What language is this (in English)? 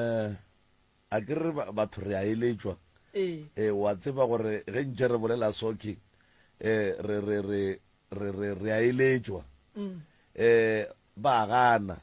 Northern Sotho